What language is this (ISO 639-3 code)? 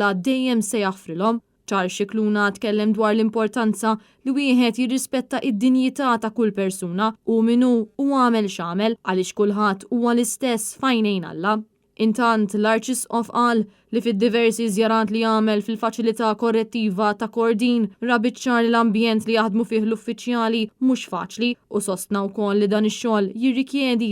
mlt